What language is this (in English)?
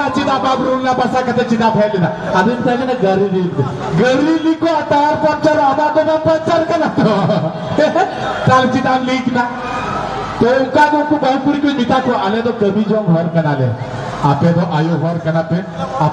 Santali